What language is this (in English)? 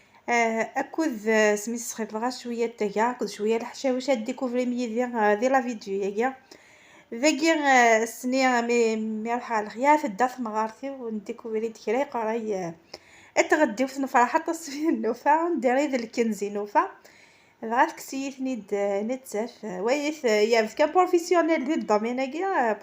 Kabyle